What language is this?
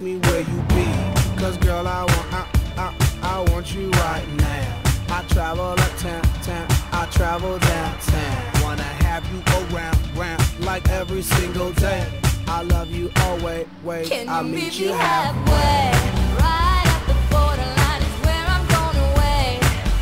English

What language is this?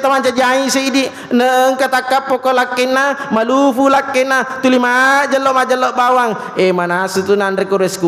Buginese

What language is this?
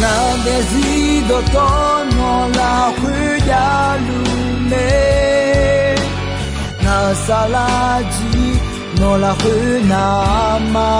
Akha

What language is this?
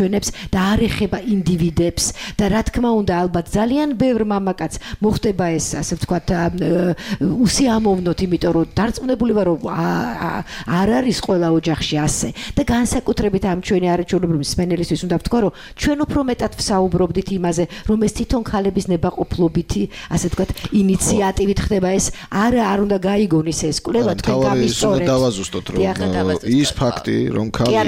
Georgian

